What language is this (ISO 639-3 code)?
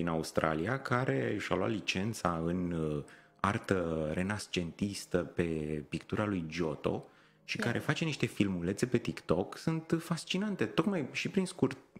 ron